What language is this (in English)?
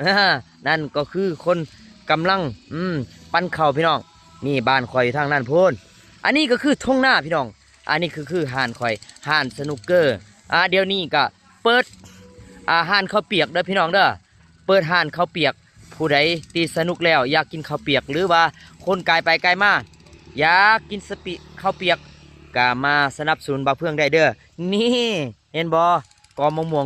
Lao